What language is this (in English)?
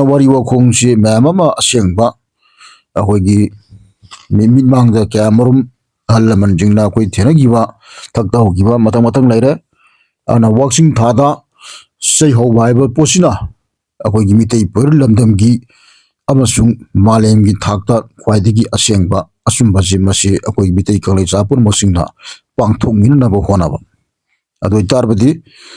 Manipuri